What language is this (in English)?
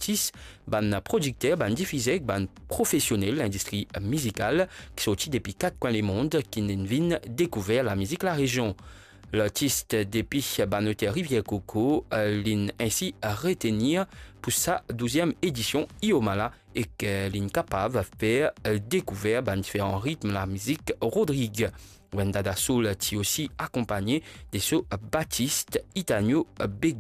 Morisyen